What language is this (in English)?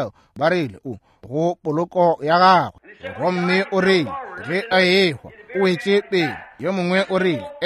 Northern Sotho